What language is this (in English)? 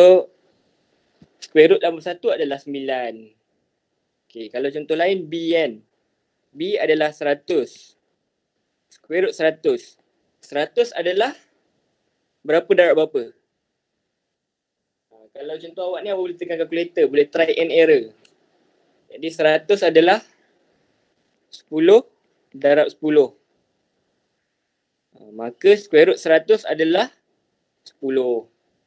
Malay